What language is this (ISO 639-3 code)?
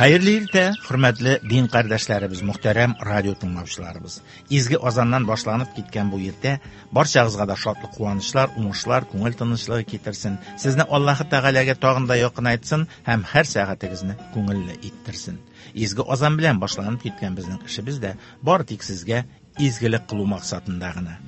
tat